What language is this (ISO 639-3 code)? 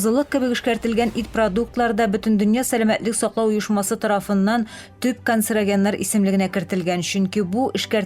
tat